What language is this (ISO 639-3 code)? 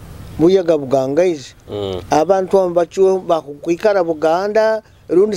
nyo